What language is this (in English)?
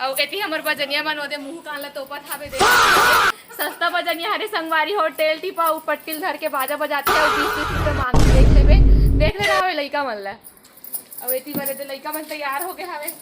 Chhattisgarhi